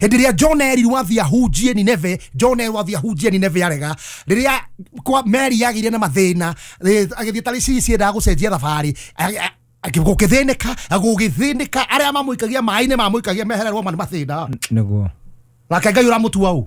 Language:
Kikuyu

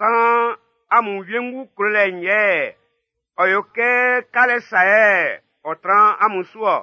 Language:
Baoulé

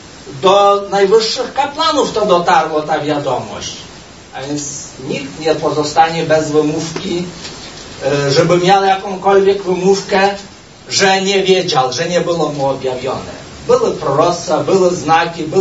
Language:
Polish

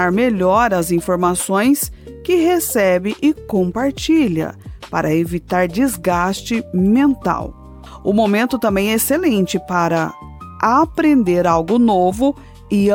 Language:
Portuguese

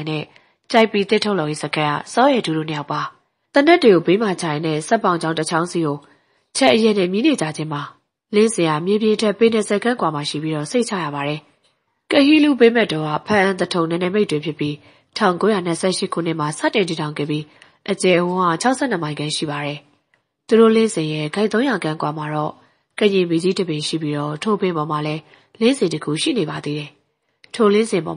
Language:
Burmese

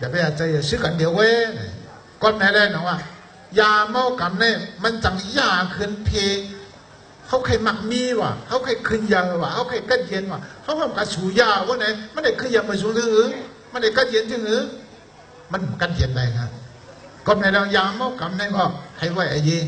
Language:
Shan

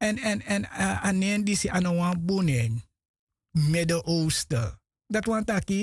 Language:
Sranan Tongo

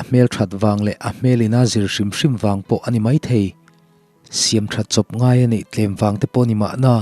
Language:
Mizo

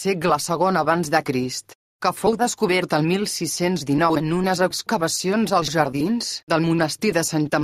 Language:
Catalan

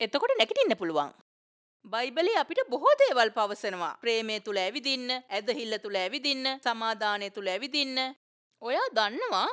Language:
Sinhala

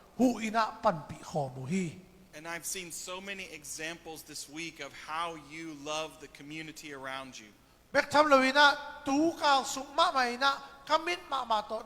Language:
Tedim Chin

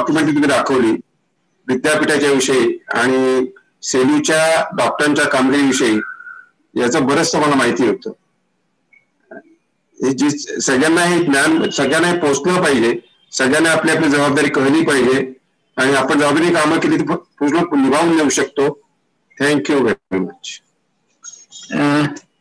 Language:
Marathi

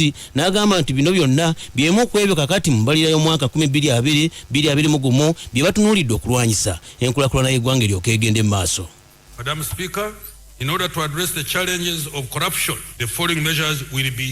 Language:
Ganda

